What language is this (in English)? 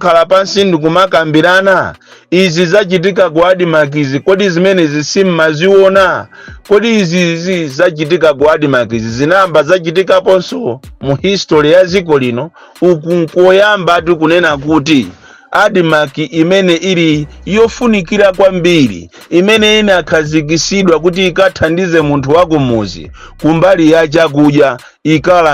Nyanja